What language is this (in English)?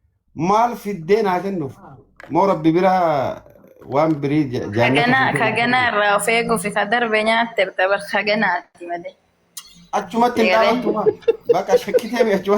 Oromo